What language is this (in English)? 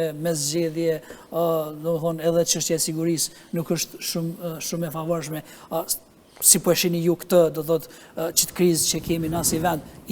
Albanian